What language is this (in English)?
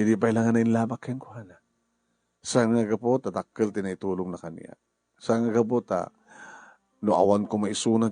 Iloko